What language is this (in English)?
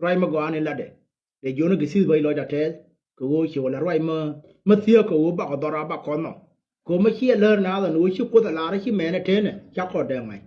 Nuer